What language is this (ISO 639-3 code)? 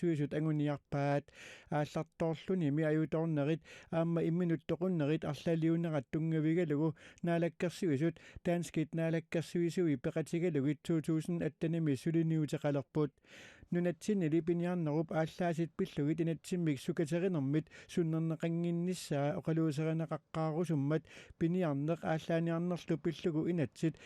kal